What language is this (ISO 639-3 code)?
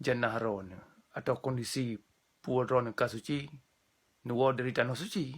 ace